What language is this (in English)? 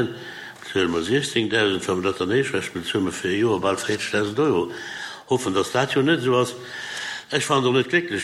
Luxembourgish